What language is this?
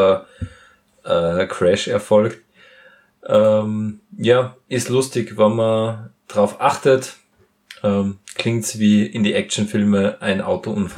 German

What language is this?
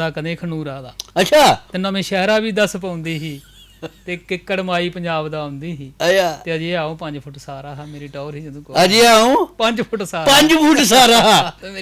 Dogri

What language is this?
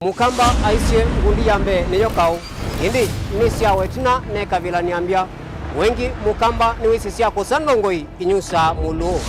Kamba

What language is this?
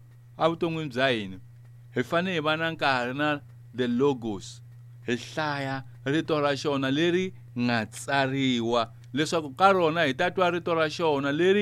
Tsonga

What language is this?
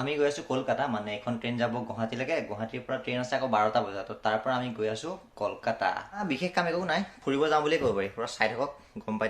Assamese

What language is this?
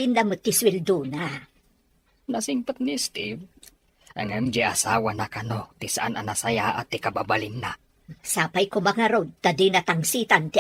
Iloko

